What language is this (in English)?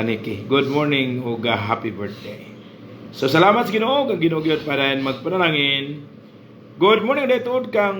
Cebuano